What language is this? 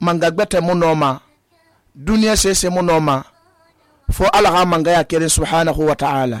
Susu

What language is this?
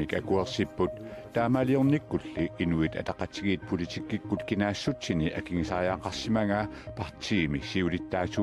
Kalaallisut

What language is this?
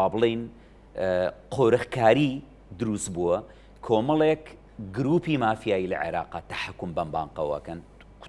Central Kurdish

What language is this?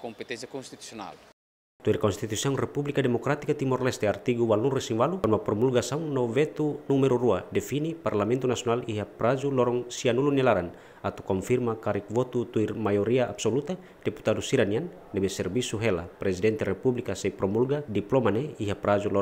Tetum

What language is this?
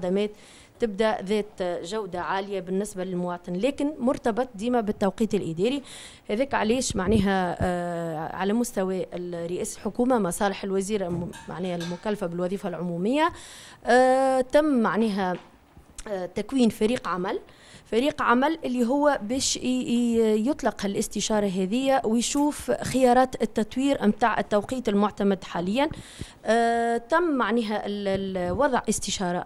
Tunisian Arabic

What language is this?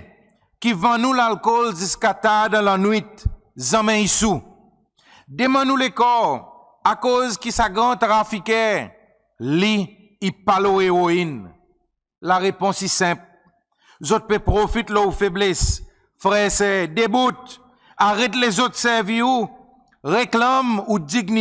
Seselwa Creole French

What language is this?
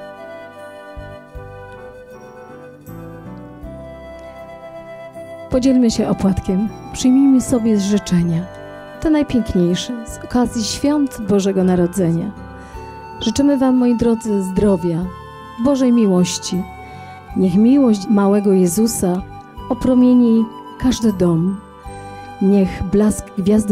Polish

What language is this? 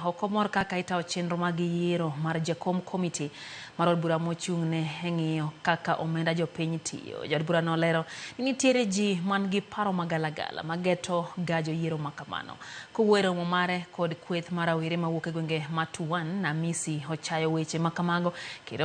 Luo (Kenya and Tanzania)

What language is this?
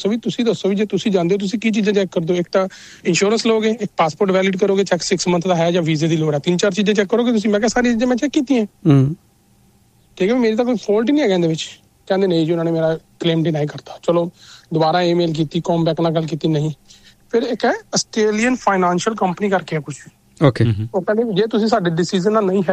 Punjabi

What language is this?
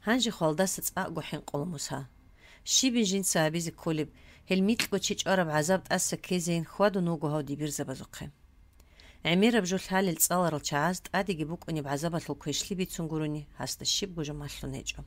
Avaric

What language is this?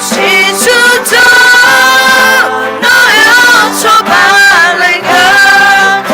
Akha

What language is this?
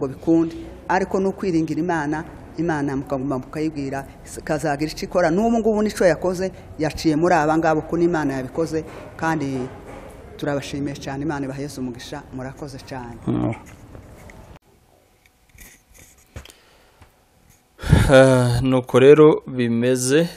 Kinyarwanda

